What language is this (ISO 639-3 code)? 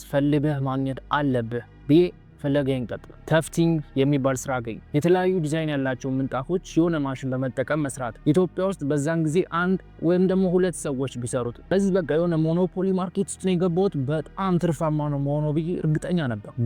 amh